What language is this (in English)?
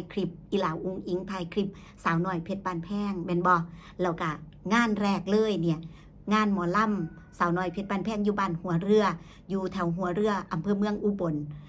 Northeastern Thai